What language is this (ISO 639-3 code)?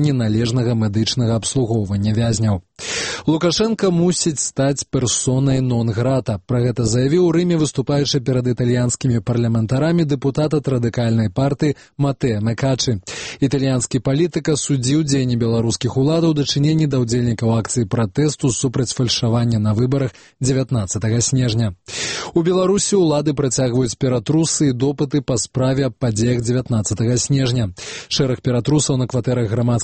bel